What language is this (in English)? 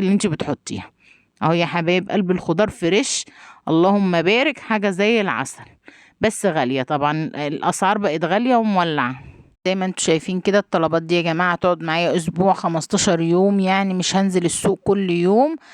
Egyptian Arabic